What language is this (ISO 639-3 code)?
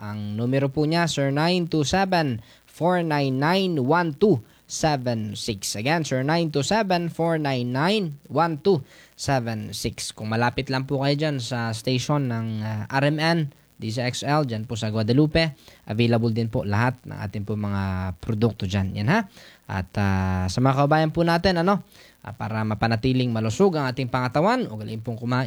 fil